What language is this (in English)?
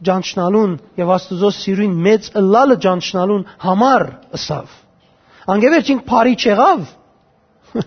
Western Armenian